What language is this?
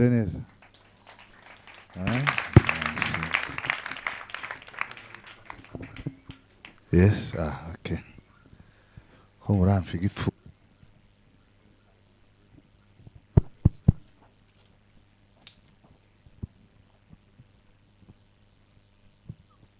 Kinyarwanda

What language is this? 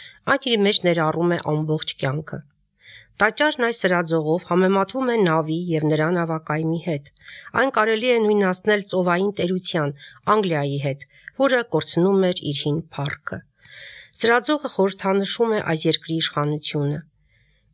Armenian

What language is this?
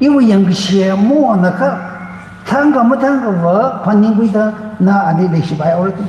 Tangkhul Naga (India)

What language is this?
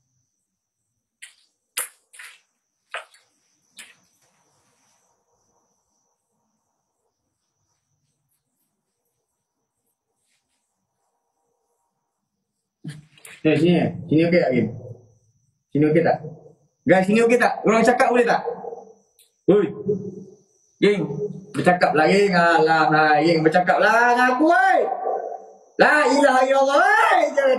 Malay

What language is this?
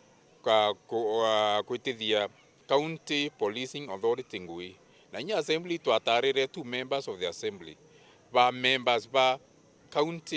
Meru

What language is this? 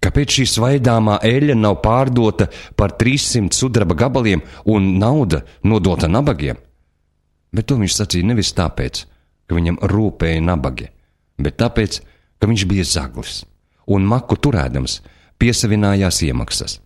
Latvian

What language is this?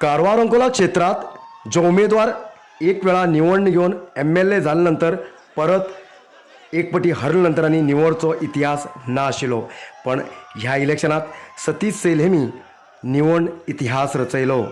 Konkani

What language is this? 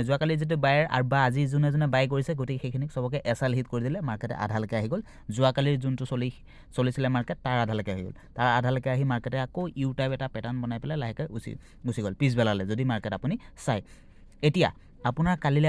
Assamese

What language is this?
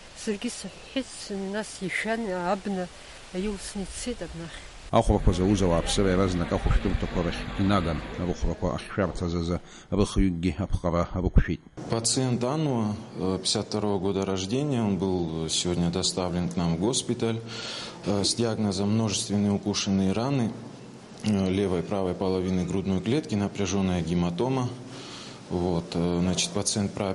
Abkhazian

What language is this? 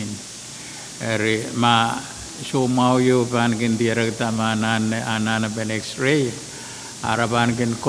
Pohnpeian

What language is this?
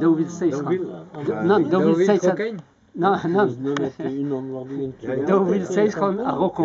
Breton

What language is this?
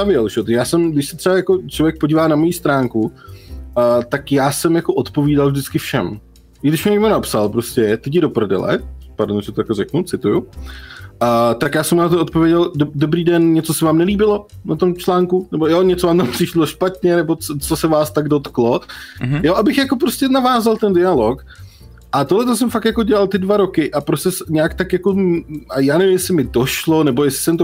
Czech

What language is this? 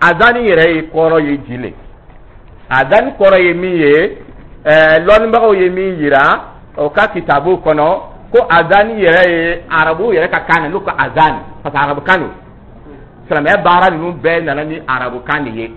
Dyula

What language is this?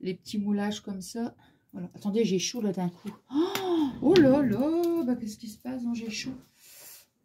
French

